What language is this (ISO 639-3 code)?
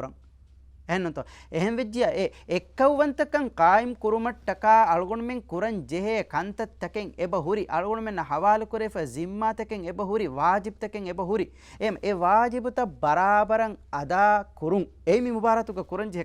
div